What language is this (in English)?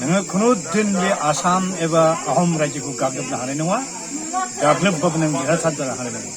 Bodo